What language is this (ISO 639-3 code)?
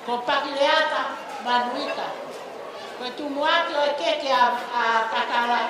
ton